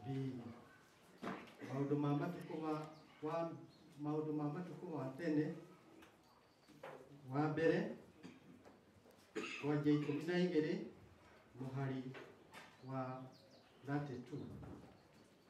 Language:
Kikuyu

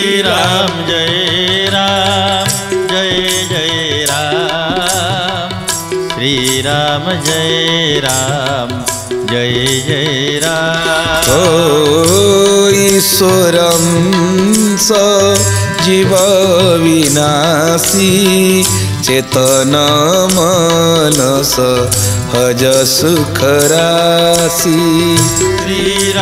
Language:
Odia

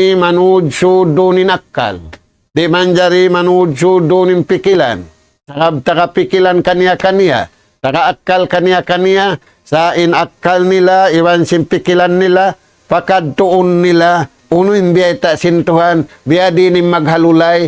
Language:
Tausug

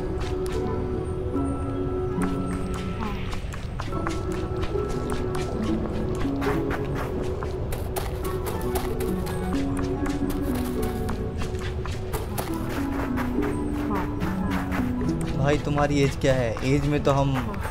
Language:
Hindi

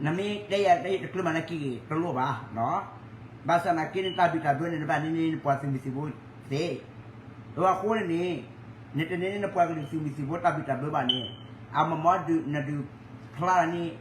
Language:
S'gaw Karen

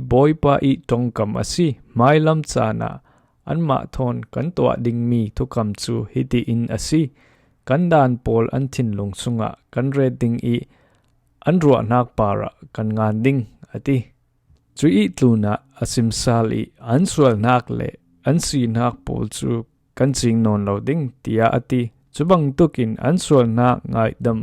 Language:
Falam Chin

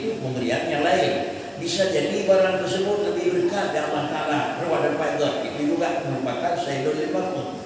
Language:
Achinese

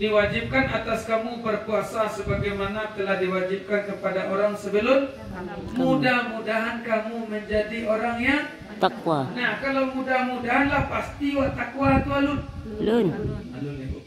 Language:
Minangkabau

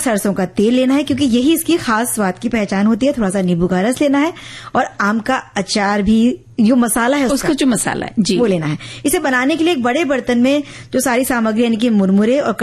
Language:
Hindi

